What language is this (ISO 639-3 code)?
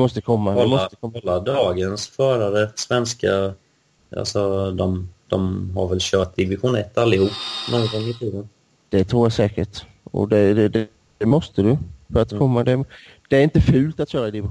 swe